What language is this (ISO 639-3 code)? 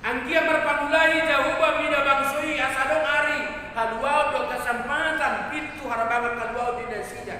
bbc